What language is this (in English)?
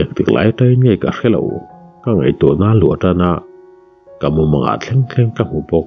Mizo